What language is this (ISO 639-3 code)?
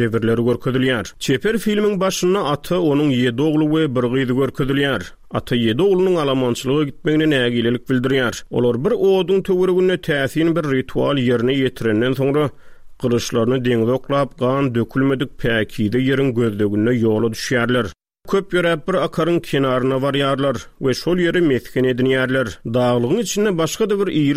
tuk